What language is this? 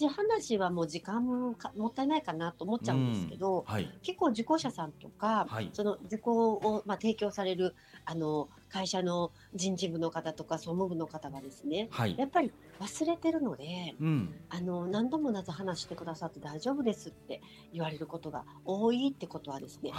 Japanese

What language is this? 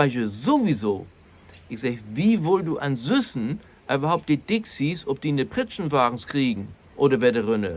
Low German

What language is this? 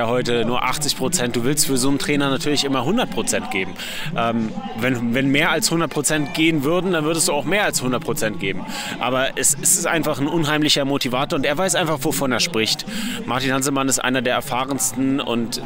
German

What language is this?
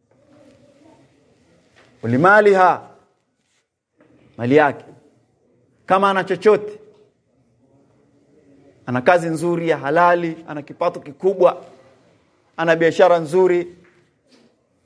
Swahili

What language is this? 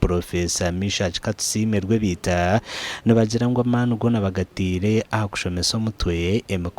Nyankole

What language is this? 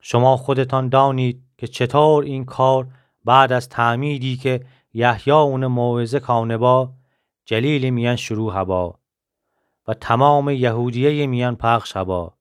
Gilaki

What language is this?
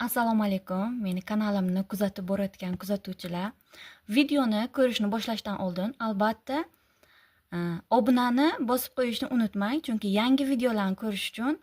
Uzbek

